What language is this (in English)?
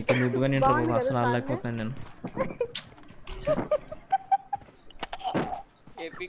Telugu